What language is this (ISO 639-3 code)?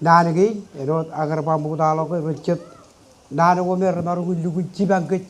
mah